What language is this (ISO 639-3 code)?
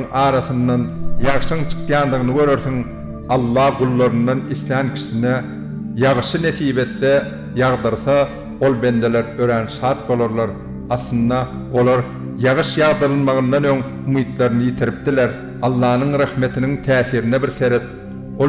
tuk